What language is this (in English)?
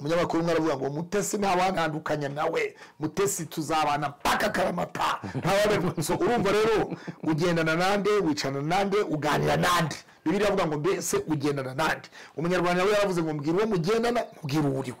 Kinyarwanda